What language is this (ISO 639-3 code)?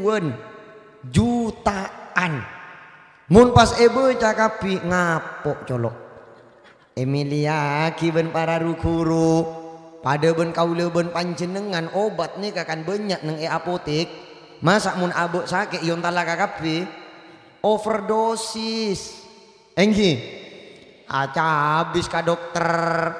mad